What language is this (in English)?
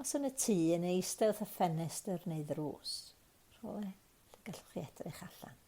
Welsh